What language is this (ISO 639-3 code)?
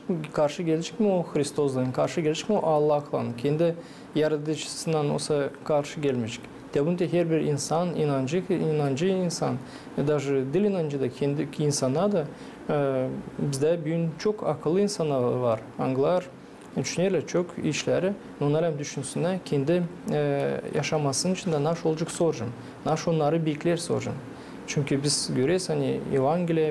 gag